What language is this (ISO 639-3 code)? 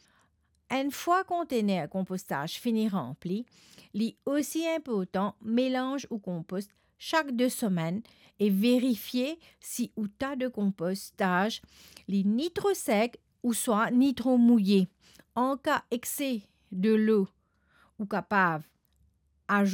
mfe